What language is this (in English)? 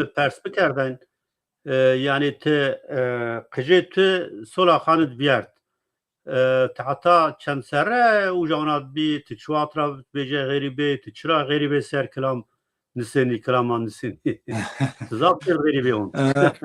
Zaza